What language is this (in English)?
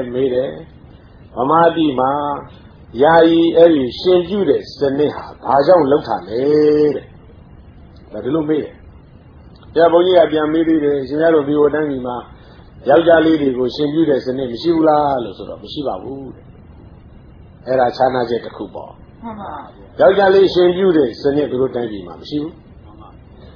Burmese